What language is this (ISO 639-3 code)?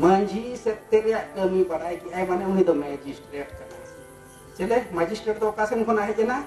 sat